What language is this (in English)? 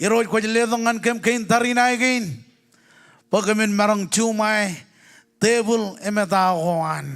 Marshallese